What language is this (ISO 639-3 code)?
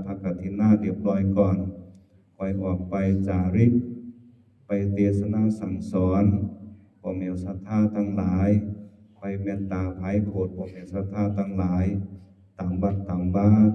lao